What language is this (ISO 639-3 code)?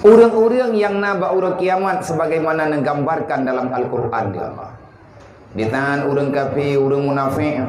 ace